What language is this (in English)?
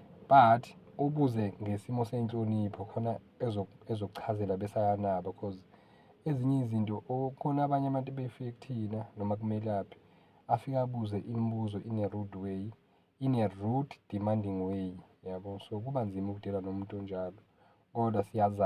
Zulu